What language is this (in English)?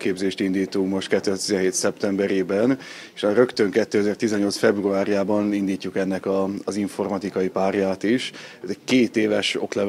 Hungarian